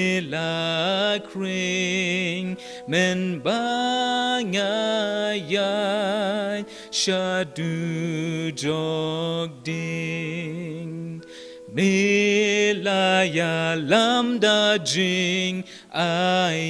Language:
Khasi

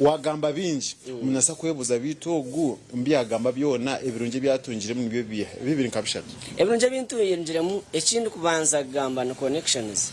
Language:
Nyankole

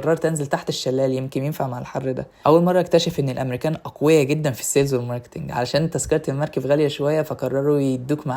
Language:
Egyptian Arabic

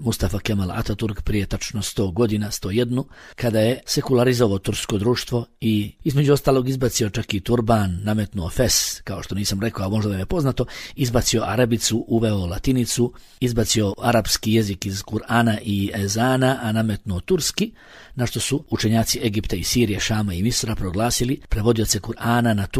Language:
Bosnian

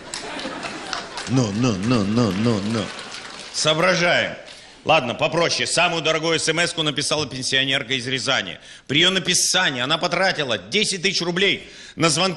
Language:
Russian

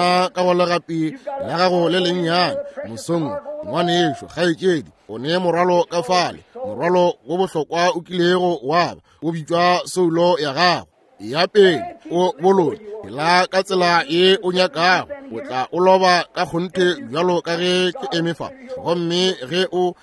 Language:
Northern Sotho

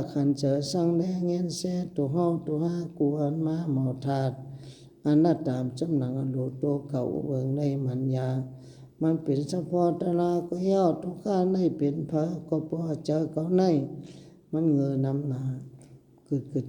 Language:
Shan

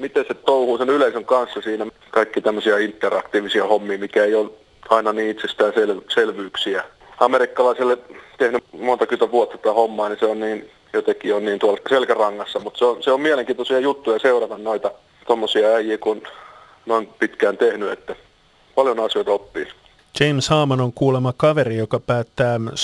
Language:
Finnish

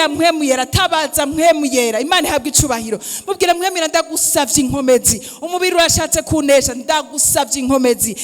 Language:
Rundi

